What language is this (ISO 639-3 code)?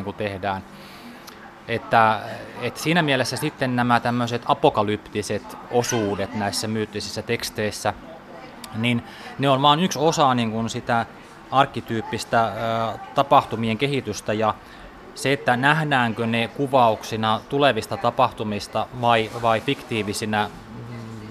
fin